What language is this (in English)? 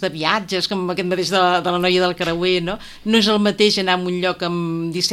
Catalan